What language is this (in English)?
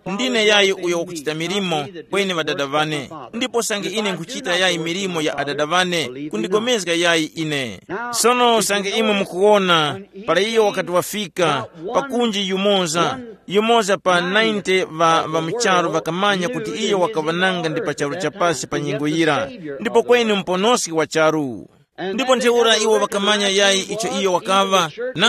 Tumbuka